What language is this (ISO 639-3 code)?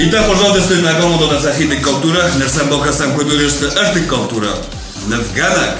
oss